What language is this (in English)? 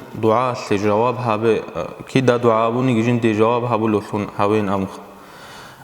Avaric